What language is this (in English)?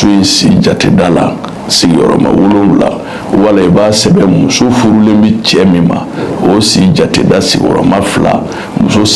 Bambara